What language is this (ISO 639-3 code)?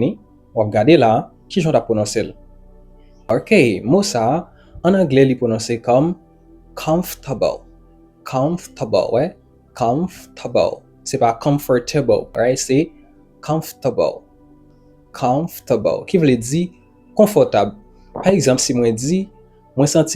hat